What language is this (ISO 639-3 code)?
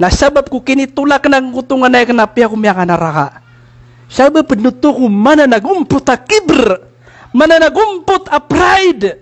mrw